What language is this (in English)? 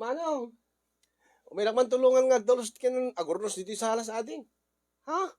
Iloko